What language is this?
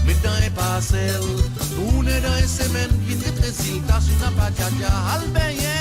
Morisyen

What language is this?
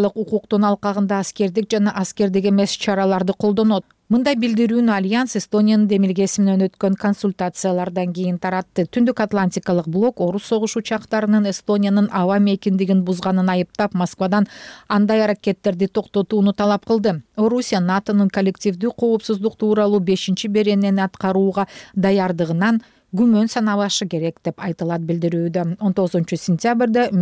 Kyrgyz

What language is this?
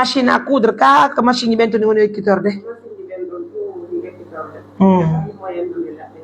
Pular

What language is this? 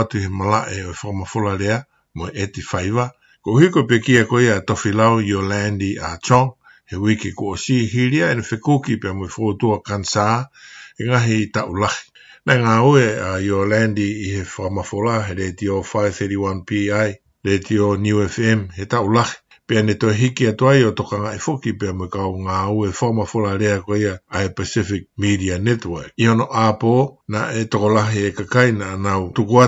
Tongan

